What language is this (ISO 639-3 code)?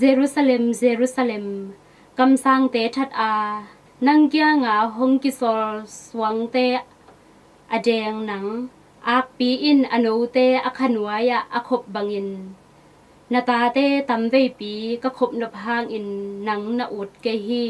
ctd